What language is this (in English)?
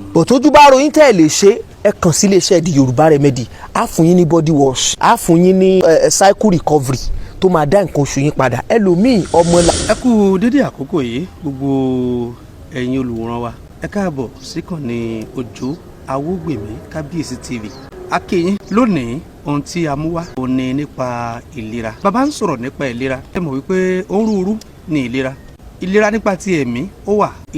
Yoruba